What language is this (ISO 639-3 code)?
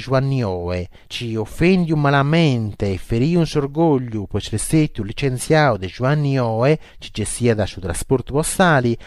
srd